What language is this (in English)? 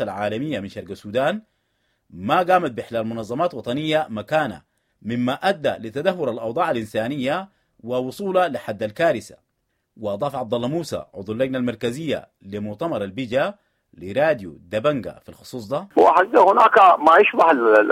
Sudanese Arabic